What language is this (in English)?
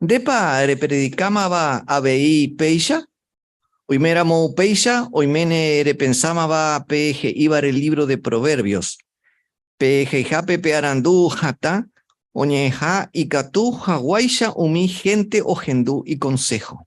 Guarani